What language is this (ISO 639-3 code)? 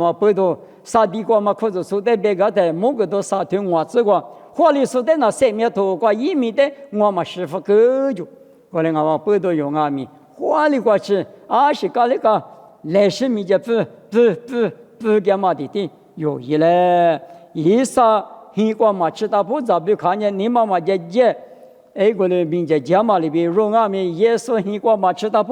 lis